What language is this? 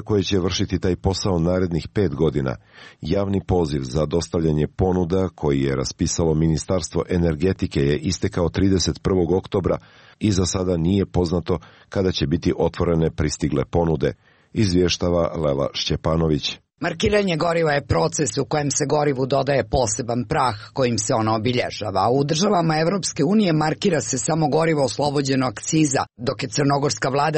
Serbian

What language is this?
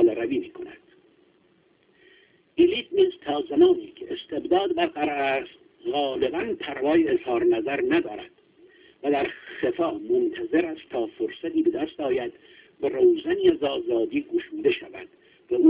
Persian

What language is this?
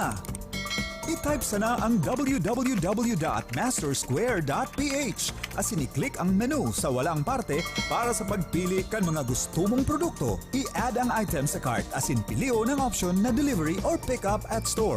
Bikol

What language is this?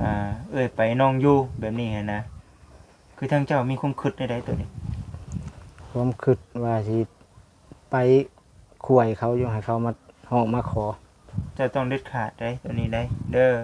Northeastern Thai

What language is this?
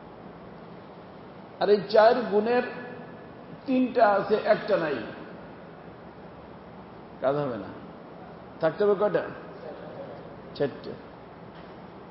Bangla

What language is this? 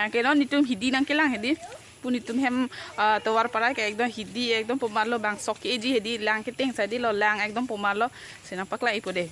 Karbi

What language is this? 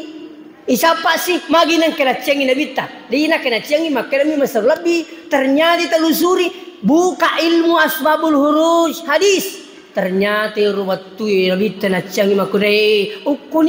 Buginese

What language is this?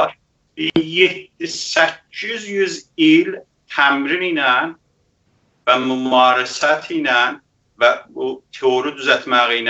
South Azerbaijani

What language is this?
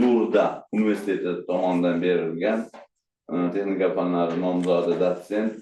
Uzbek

